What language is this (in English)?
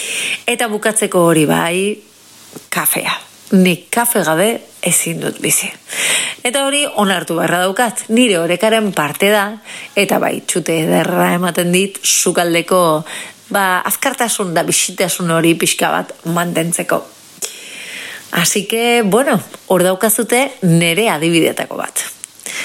Basque